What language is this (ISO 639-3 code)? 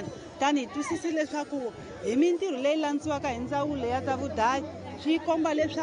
tso